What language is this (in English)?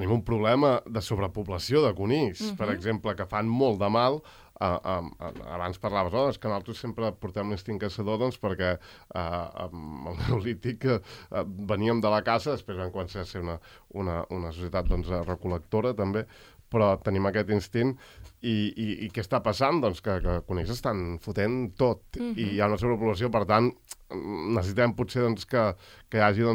Catalan